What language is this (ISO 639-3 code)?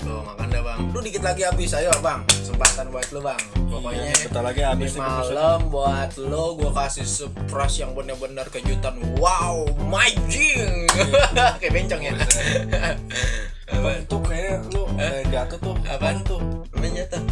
bew